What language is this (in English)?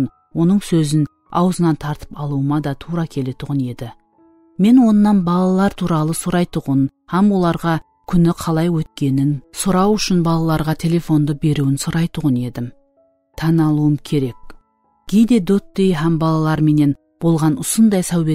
Kara-Kalpak